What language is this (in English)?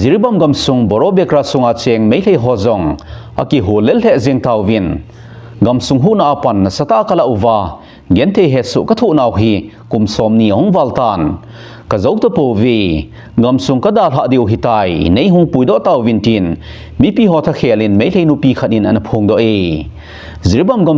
Thado Chin